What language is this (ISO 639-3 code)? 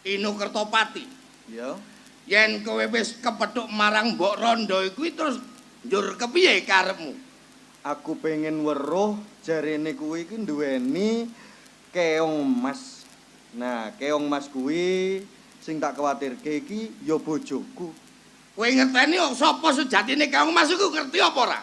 jav